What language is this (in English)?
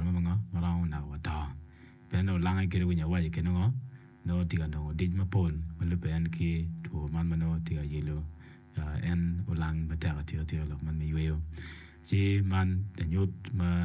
Acoli